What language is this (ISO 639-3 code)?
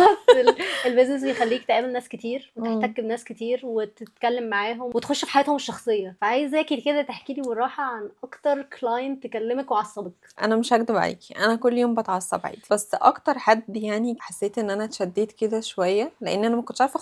arz